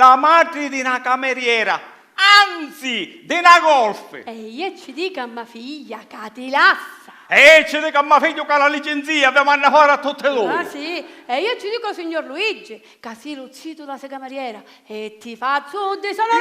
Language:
Sicilian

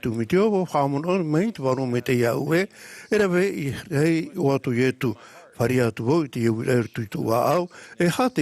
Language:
Tahitian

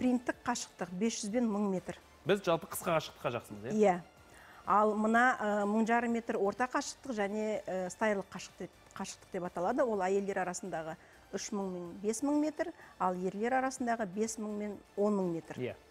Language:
Kazakh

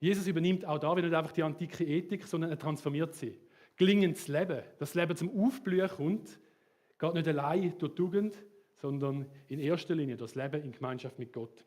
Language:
Swiss German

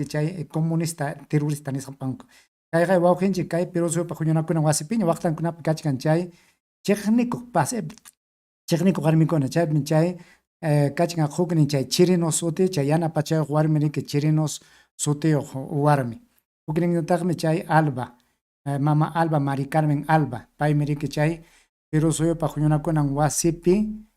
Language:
Ayacucho Quechua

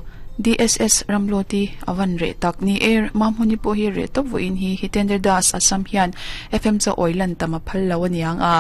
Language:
Mizo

